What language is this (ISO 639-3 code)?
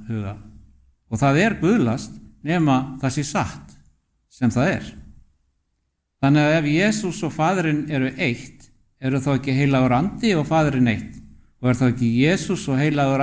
isl